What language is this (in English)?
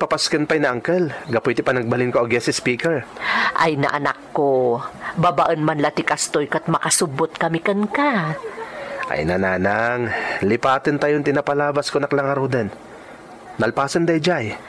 Iloko